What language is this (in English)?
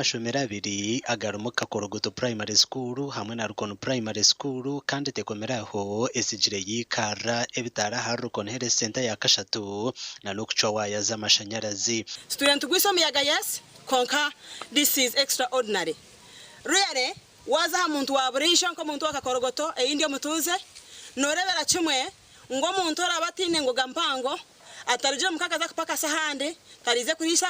Nyankole